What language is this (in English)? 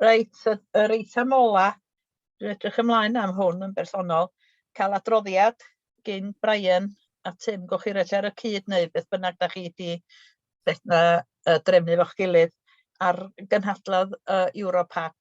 Welsh